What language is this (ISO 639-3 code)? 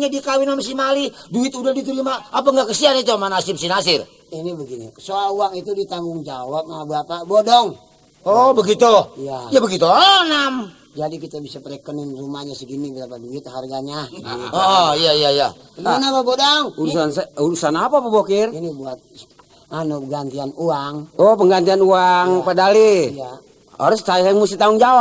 bew